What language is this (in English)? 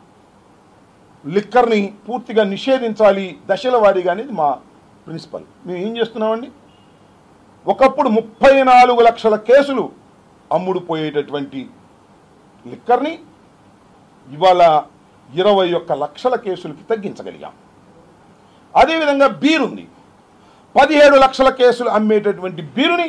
Telugu